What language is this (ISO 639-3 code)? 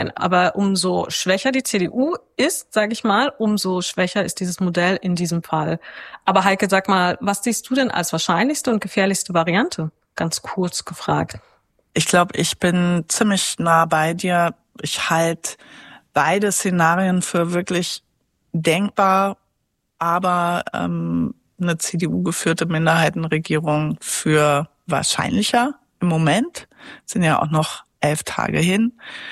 deu